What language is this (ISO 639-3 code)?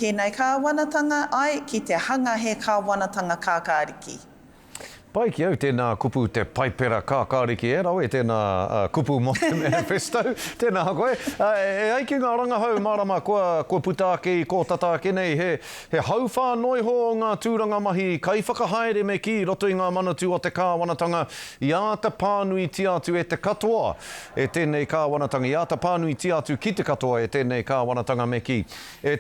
mri